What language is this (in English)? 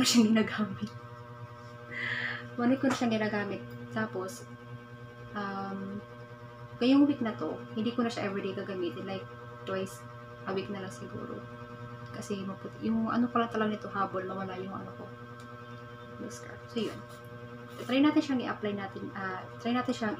Filipino